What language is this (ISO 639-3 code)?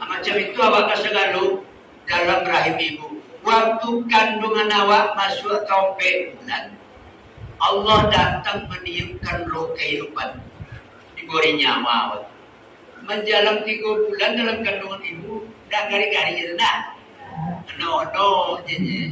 min